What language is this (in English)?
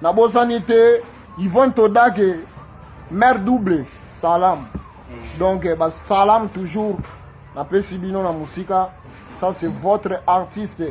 Lingala